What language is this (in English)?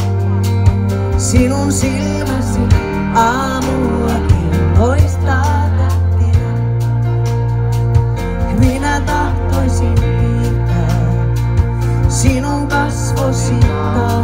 Finnish